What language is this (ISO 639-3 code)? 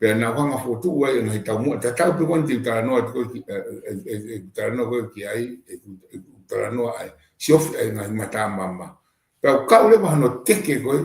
ton